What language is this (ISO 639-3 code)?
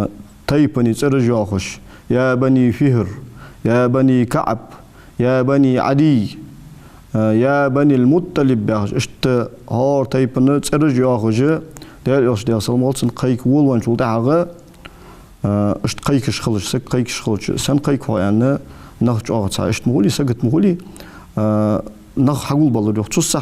inh